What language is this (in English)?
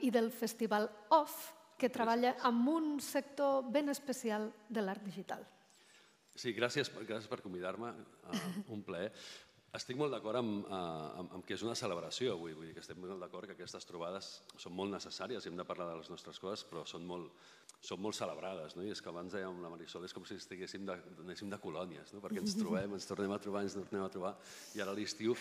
Catalan